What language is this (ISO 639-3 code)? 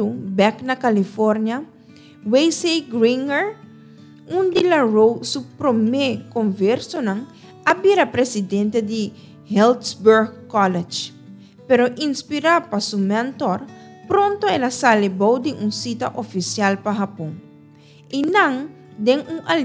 pap